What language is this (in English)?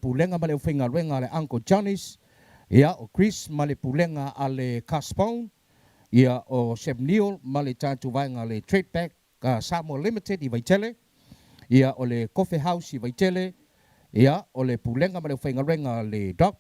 Samoan